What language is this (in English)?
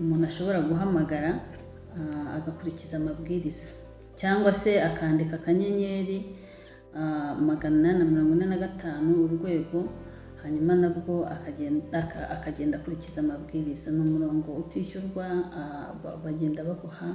Kinyarwanda